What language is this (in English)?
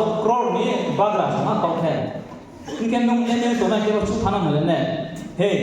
Riang (India)